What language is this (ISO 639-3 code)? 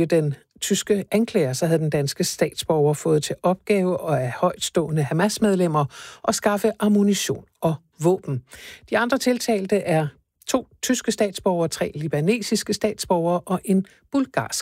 dan